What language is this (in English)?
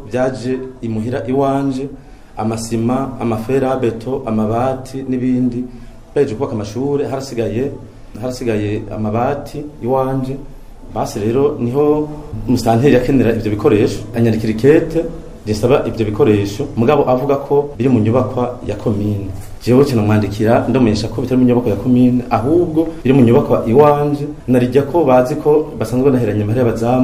Rundi